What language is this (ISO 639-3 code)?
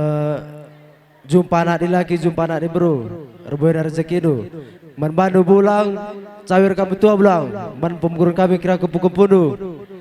btx